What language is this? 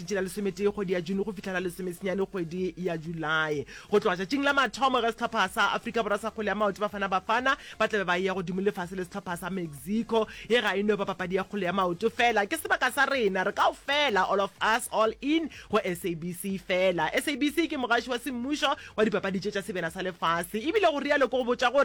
Northern Sotho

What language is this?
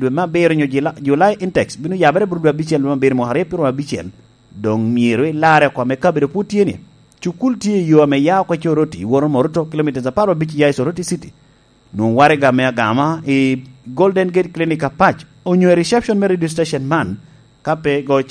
Lango (Uganda)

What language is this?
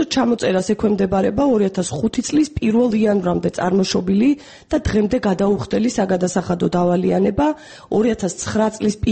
Georgian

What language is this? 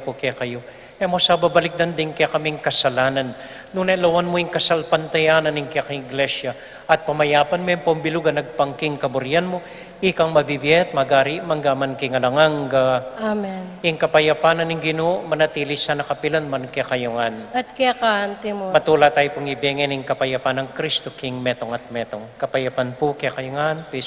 Pampanga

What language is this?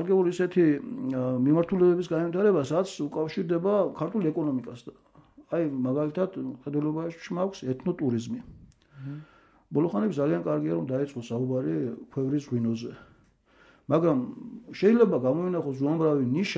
Georgian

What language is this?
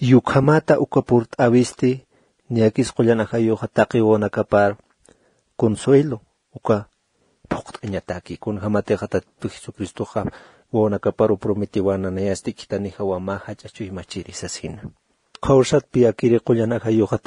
Aymara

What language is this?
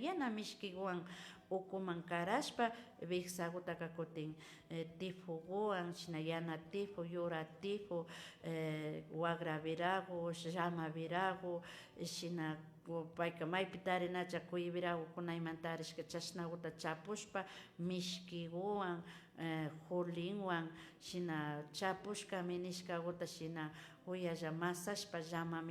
Imbabura Highland Quichua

